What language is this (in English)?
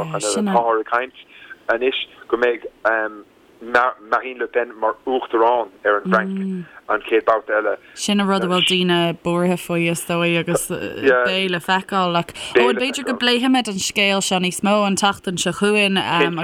Irish